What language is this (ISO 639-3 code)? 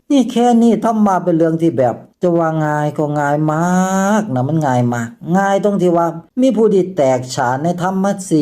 lao